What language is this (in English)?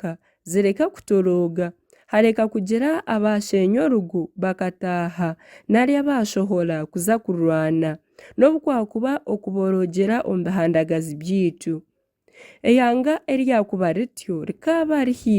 Nyankole